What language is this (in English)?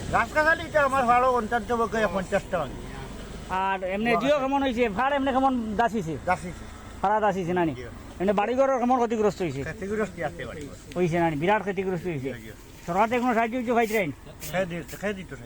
Sylheti